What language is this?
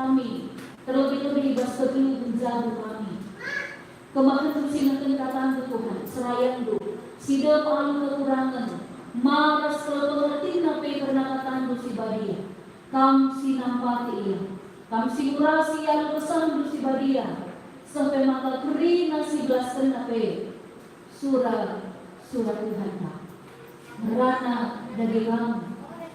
Batak Karo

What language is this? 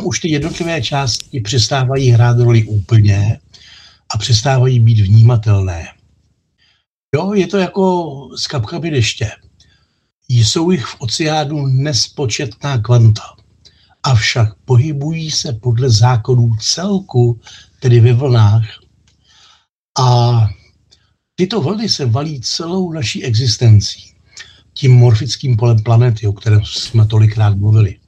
Czech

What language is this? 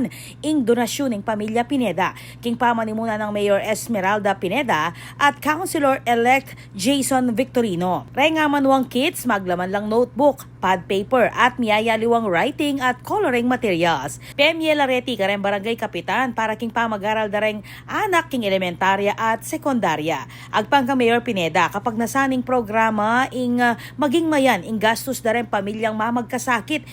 Pampanga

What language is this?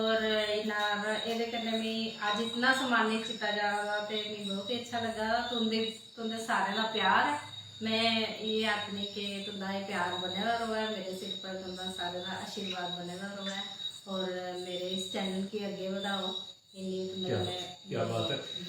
Dogri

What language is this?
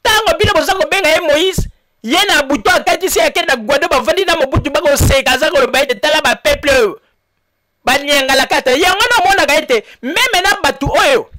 Lingala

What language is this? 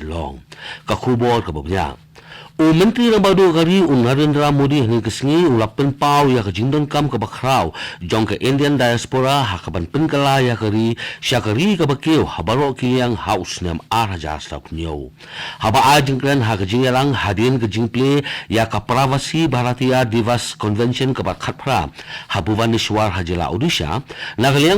Khasi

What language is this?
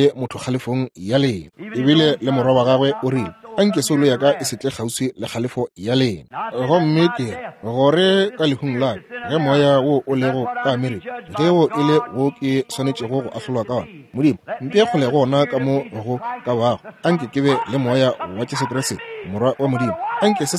Northern Sotho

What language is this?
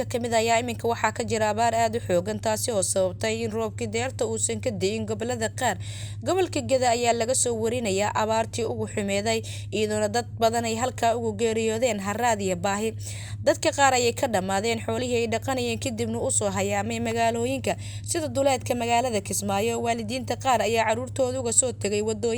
Somali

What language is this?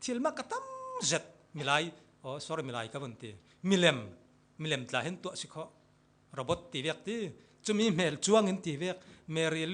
Falam Chin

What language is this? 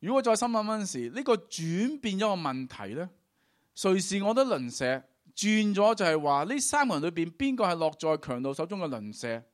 Cantonese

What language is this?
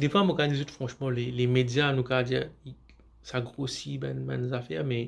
Morisyen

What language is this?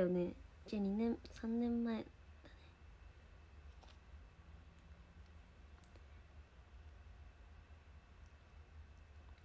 Japanese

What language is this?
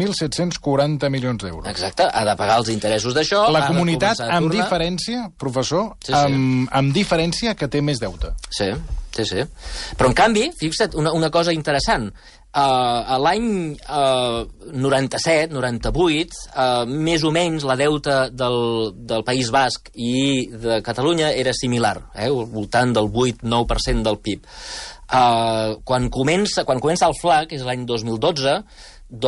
Catalan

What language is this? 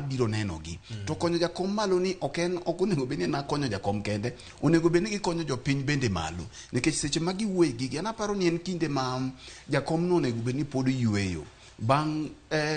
Luo (Kenya and Tanzania)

